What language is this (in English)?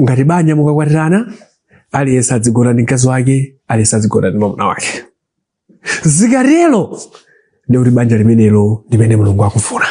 Nyanja